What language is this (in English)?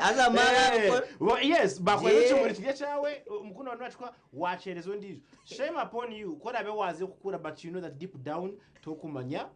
Nyankole